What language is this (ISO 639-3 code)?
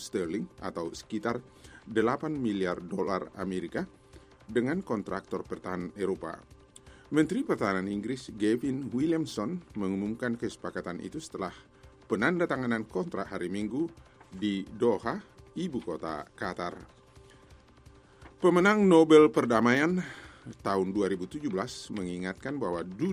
ind